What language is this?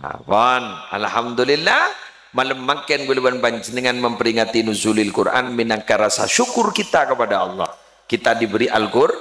Madurese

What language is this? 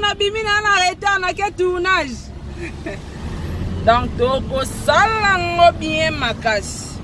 Lingala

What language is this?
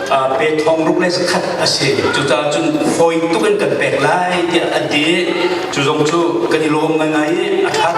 Hakha Chin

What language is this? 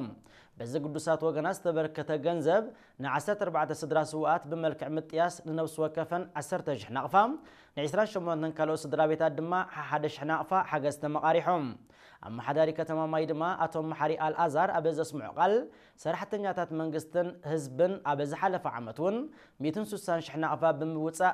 Tigrinya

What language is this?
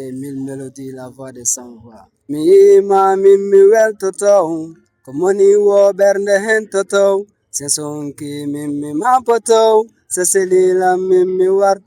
Fula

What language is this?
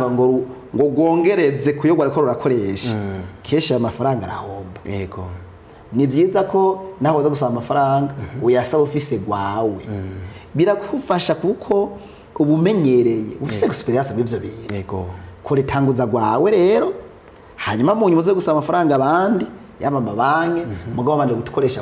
Rundi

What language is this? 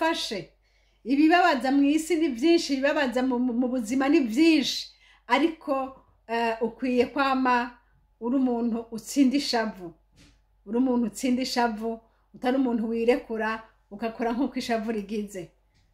Rundi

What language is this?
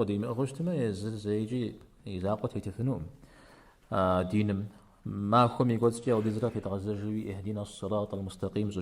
Kabardian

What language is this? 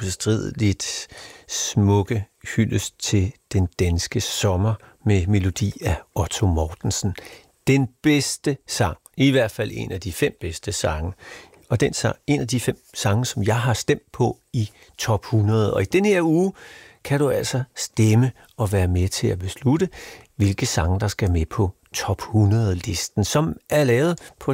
Danish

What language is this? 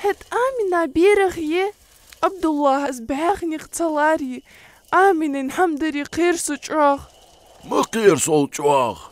Ingush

